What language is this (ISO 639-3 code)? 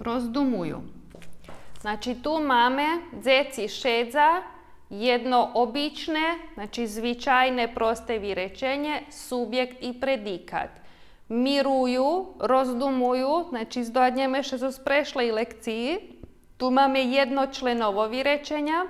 rue